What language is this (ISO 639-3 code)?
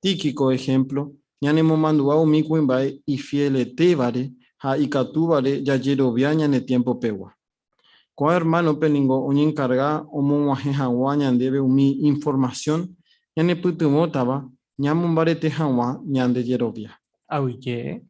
grn